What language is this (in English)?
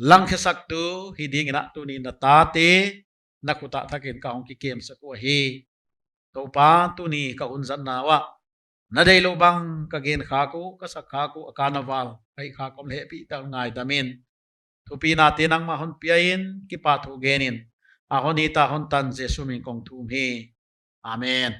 Paite Chin